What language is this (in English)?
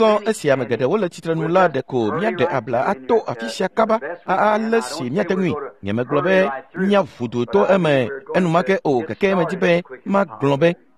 Ewe